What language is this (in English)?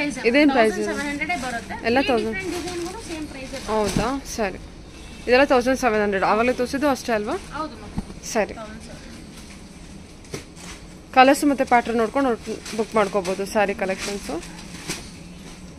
Kannada